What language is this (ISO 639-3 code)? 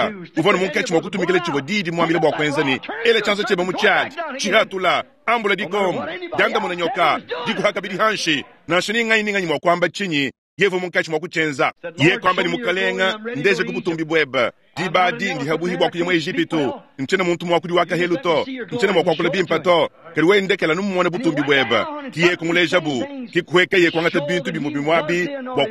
lua